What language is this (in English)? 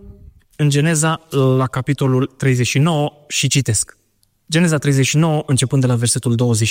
Romanian